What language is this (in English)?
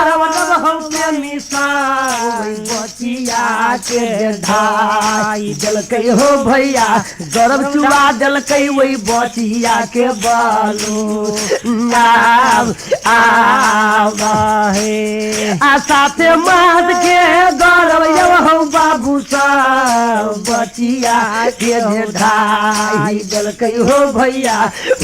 Maithili